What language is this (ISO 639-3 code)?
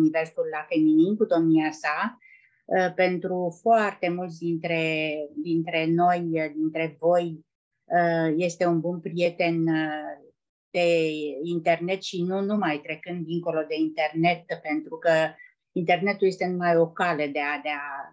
ron